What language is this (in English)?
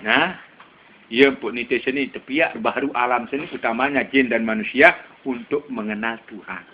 Sasak